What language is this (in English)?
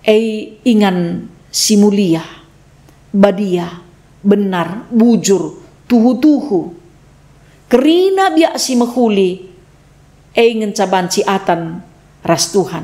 Batak Karo